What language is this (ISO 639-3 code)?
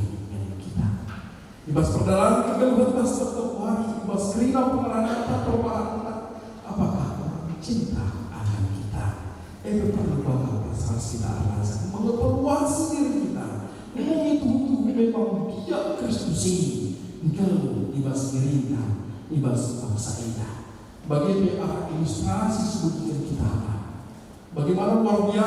btx